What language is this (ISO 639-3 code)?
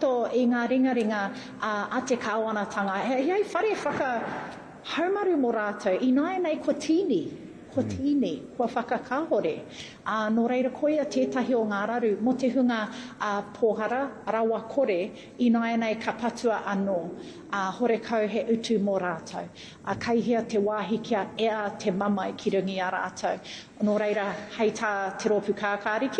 mri